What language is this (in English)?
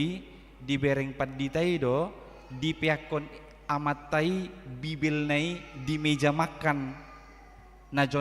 Batak Toba